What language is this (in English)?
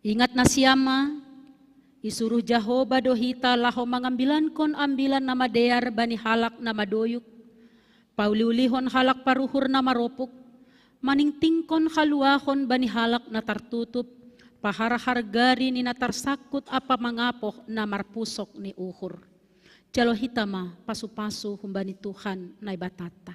Batak Simalungun